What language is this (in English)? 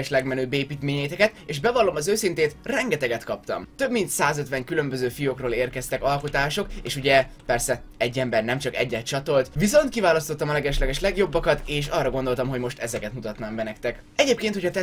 Hungarian